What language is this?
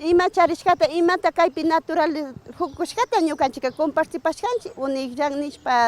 Imbabura Highland Quichua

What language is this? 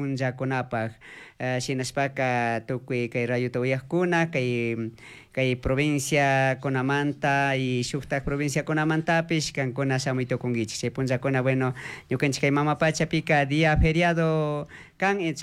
Chimborazo Highland Quichua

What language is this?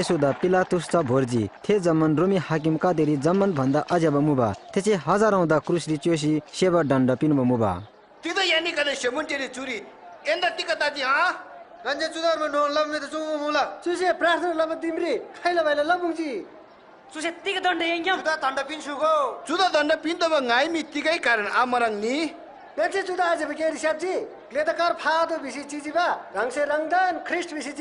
Eastern Tamang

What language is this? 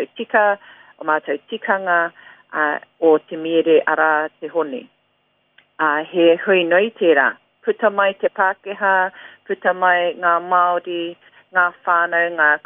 Māori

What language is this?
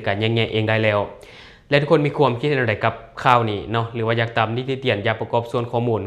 Lao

